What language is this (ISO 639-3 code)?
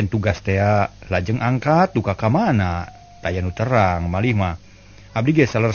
sun